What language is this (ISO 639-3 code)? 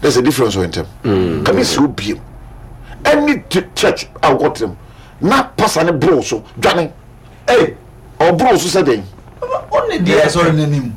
aka